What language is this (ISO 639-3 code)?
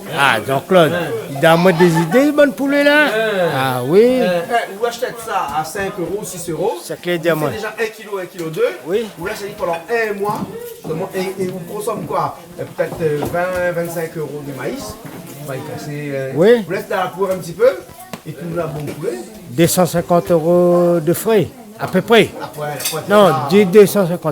rcf